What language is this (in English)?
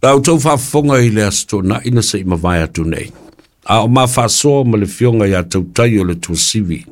Samoan